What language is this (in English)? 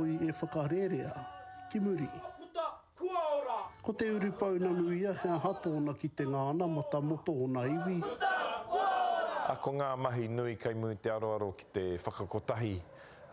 Māori